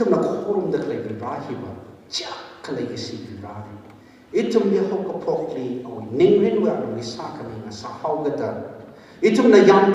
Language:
Tangkhul Naga (India)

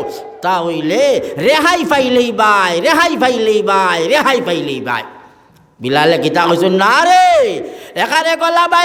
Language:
Sylheti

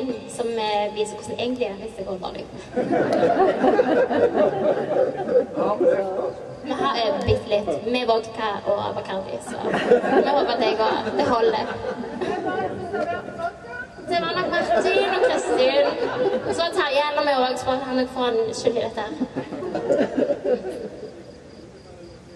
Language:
Norwegian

